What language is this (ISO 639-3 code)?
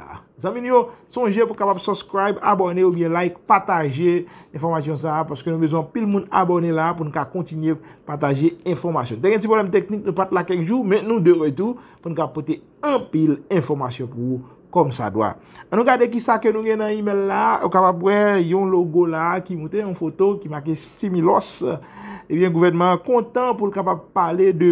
hat